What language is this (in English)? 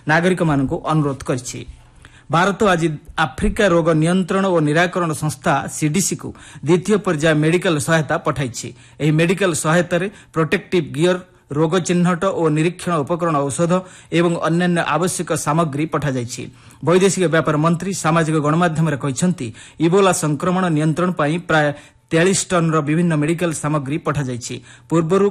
Odia